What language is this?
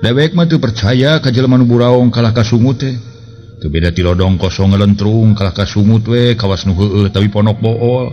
Sundanese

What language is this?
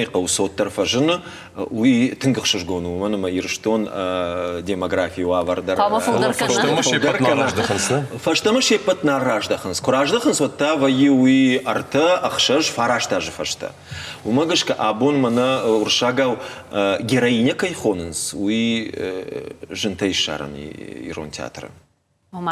Ossetic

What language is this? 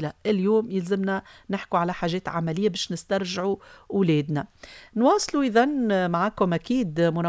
Tunisian Arabic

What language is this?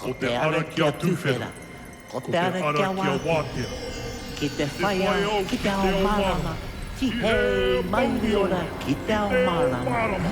Māori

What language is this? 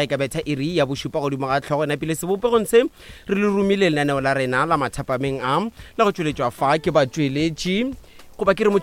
Northern Sotho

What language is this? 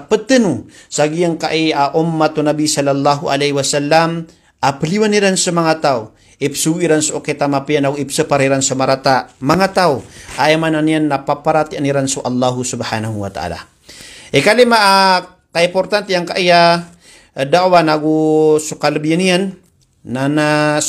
Maranao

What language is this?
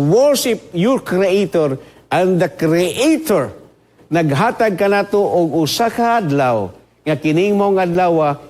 Cebuano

